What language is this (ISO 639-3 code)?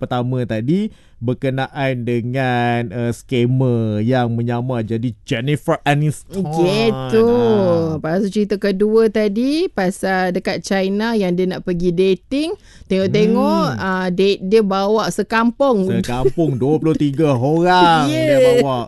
msa